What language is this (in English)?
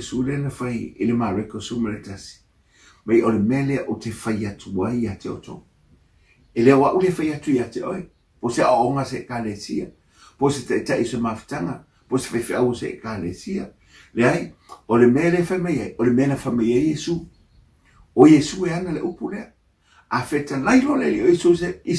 Samoan